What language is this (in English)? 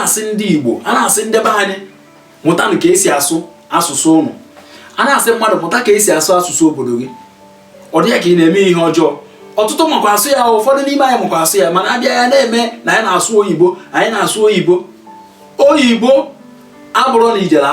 Igbo